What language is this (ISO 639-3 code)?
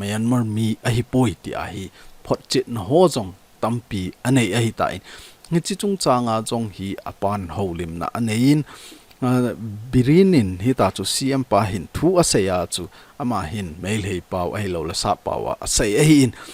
tcz